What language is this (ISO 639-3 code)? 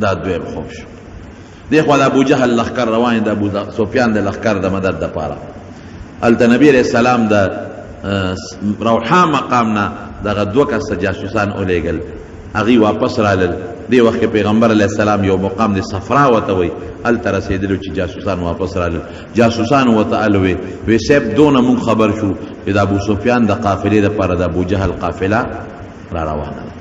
pus